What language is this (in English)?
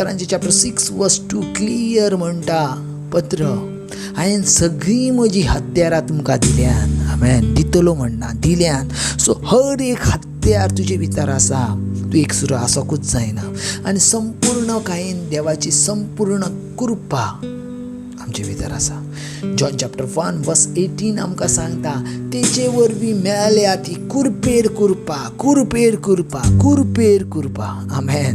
Konkani